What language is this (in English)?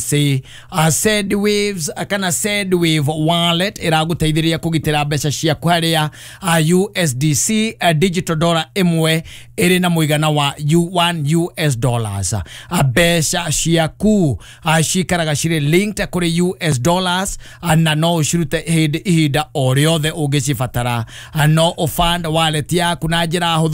Kikuyu